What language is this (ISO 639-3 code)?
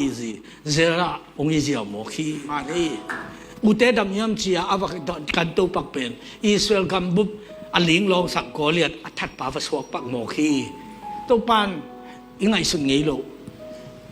ctd